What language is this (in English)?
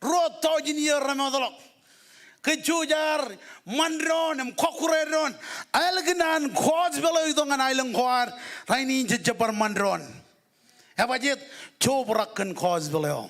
Marshallese